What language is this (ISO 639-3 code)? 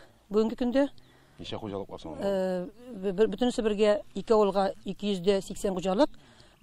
tat